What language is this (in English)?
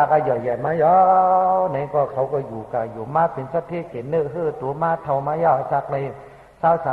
Shan